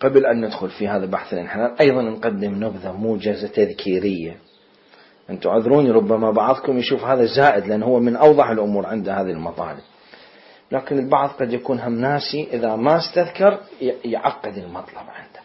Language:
Mesopotamian Arabic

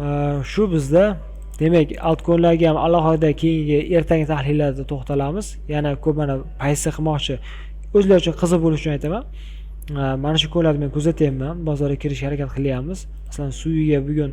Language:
Uzbek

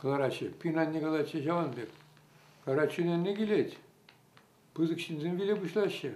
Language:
Chuvash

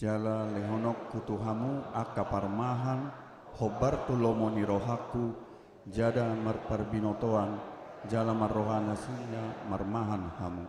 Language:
Batak Toba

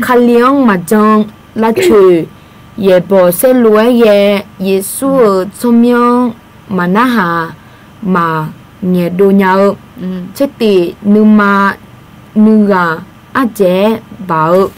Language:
Akha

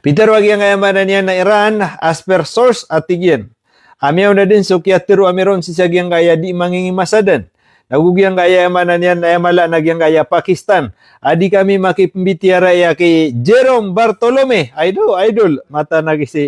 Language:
Maranao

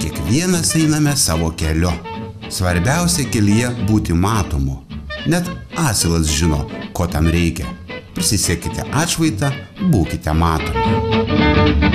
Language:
Lithuanian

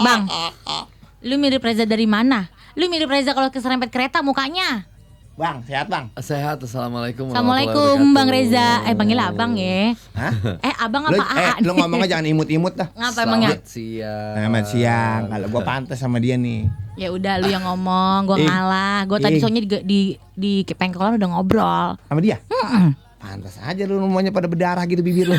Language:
Betawi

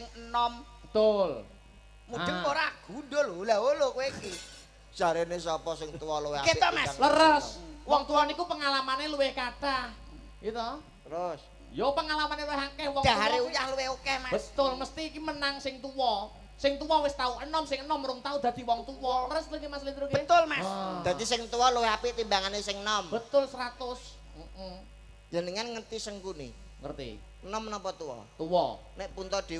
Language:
Javanese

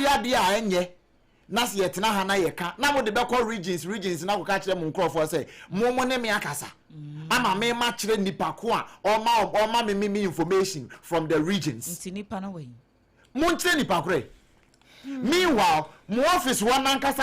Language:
Akan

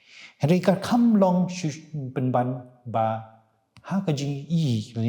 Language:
Khasi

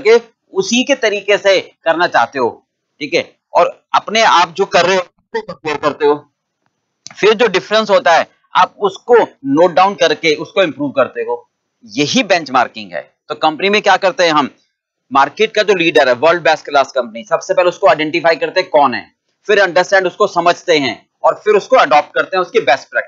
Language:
Hindi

